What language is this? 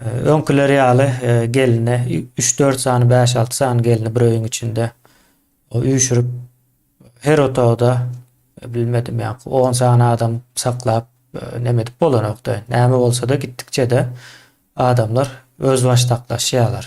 Turkmen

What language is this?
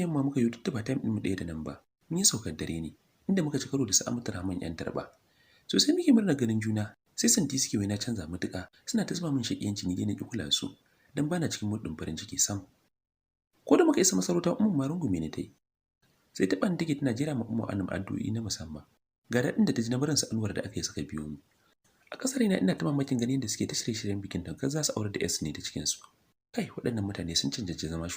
Hausa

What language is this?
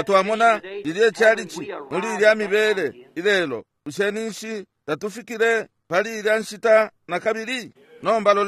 Bemba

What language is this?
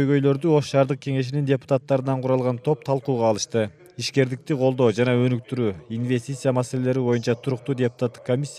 Kyrgyz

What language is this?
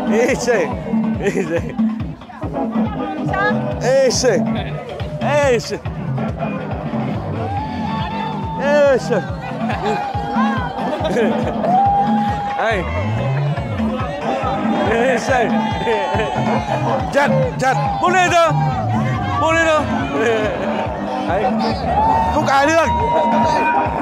Vietnamese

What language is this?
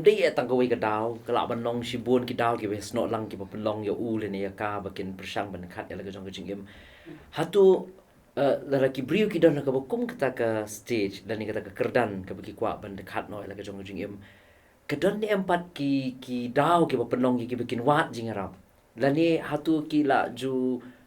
Khasi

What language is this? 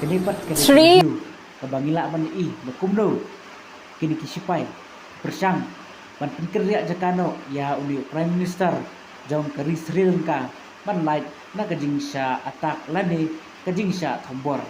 Khasi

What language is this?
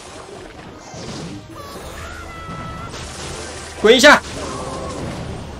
Chinese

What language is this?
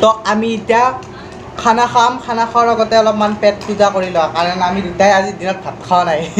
Assamese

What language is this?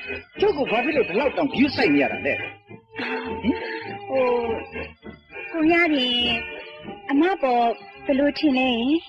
Burmese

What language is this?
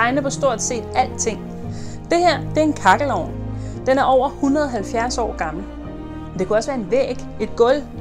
Danish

